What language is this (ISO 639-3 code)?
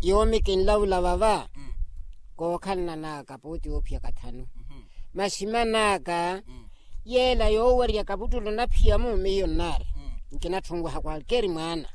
vmw